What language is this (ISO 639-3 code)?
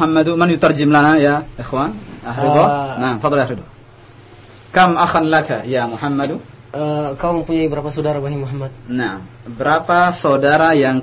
ind